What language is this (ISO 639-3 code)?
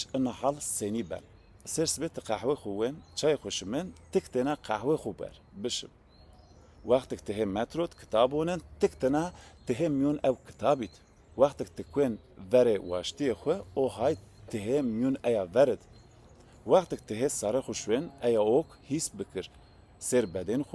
zza